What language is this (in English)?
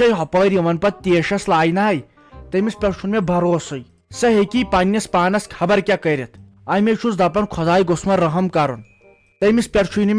Kashmiri